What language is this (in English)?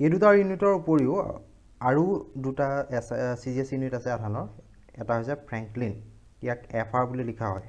Assamese